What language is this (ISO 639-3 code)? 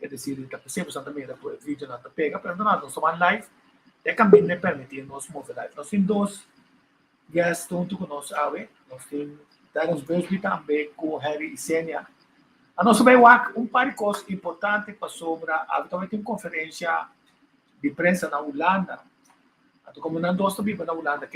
pap